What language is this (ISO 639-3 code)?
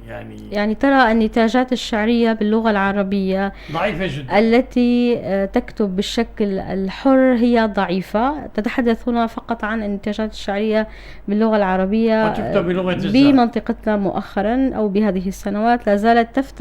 apc